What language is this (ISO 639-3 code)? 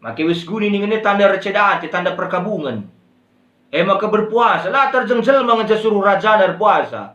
btx